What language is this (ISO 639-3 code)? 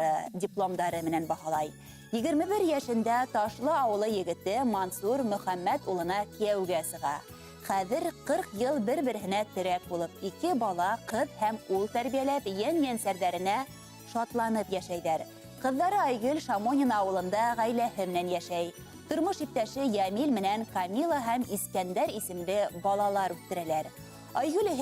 bak